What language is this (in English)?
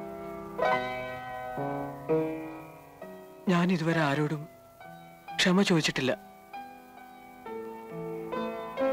Malayalam